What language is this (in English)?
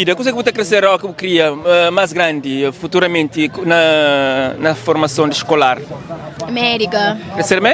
Kabuverdianu